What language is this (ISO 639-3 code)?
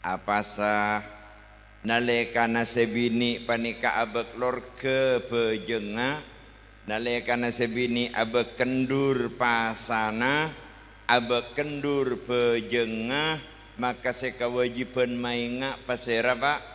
mad